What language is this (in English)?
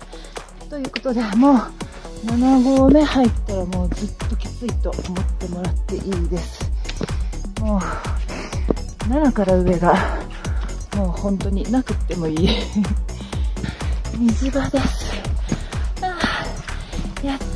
Japanese